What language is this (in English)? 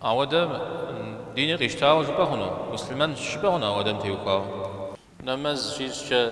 Kabardian